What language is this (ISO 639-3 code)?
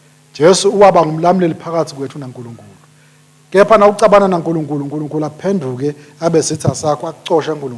ssw